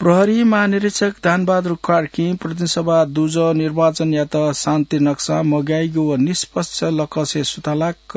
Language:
Newari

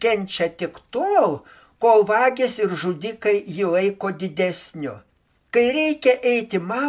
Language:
Lithuanian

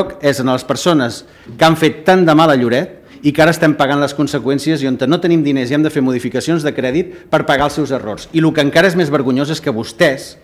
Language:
Catalan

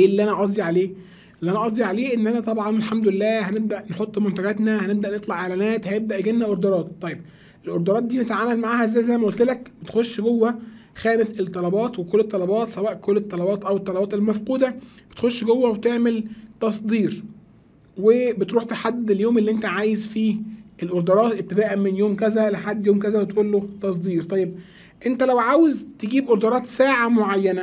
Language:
Egyptian Arabic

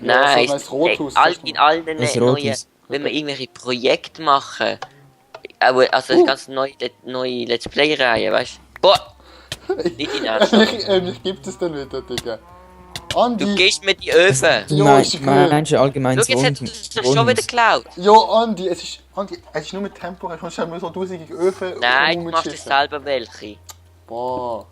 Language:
Swiss German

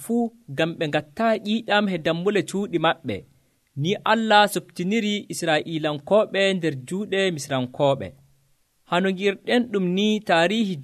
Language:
Nigerian Fulfulde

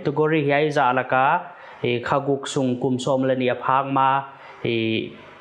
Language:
Paite Chin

